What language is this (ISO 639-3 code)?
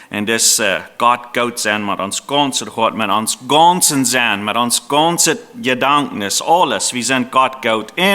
pdt